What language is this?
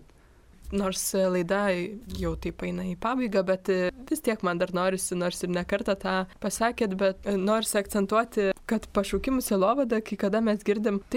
Lithuanian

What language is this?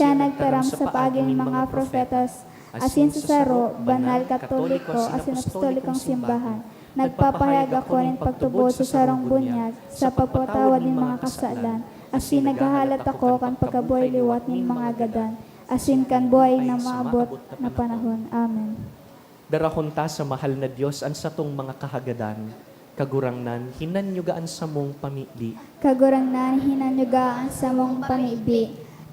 Bikol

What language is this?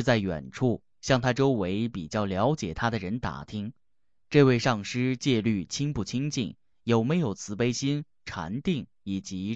Chinese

